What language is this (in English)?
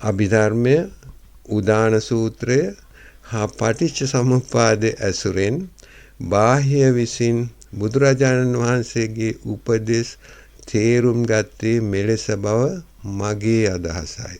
Sinhala